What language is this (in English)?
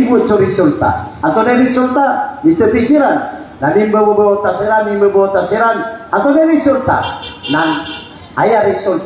Maranao